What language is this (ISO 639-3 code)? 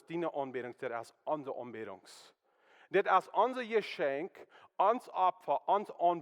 pdt